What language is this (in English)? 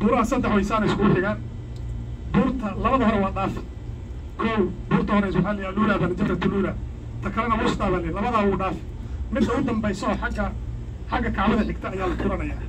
Somali